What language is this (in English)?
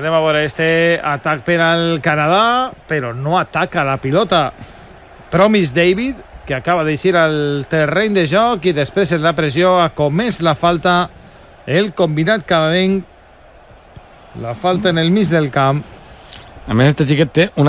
Catalan